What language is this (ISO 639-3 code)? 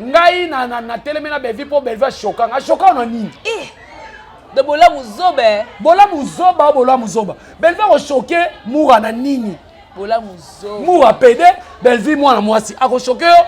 lin